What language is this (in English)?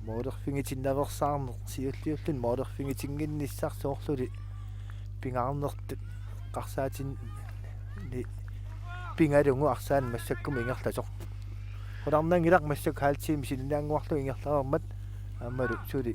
Kalaallisut